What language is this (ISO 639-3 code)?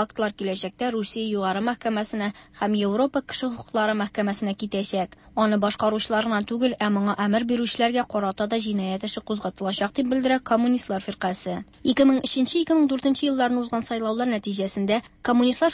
tat